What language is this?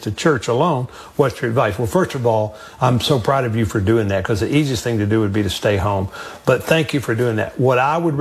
English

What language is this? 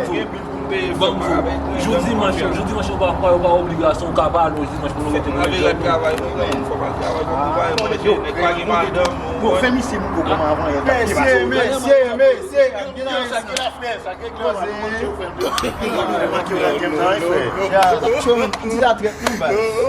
Haitian Creole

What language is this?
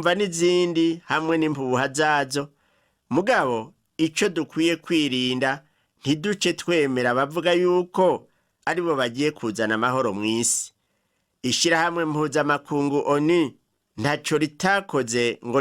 Rundi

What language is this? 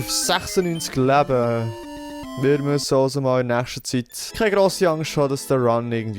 Swiss German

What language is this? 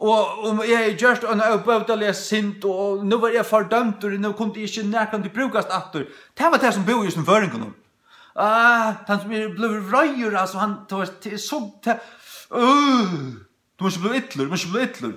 Faroese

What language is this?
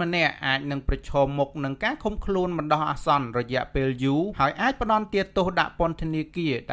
Khmer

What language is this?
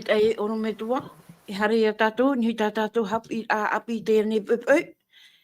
Tahitian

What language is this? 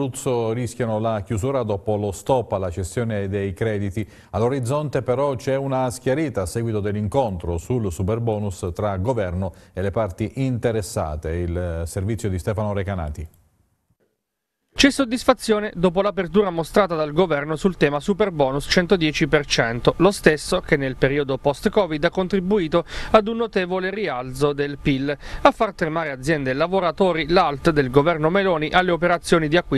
Italian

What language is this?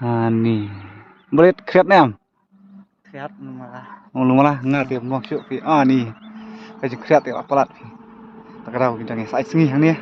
Khasi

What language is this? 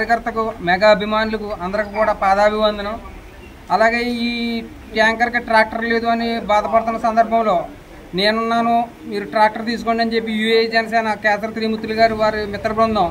Telugu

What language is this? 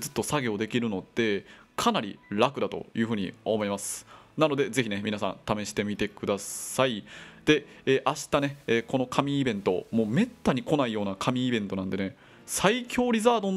Japanese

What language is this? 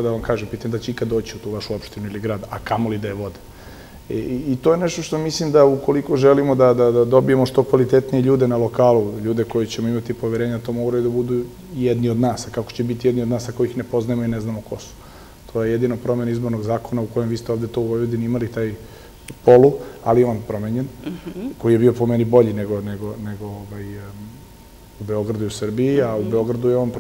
Serbian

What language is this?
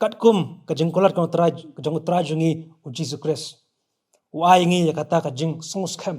Khasi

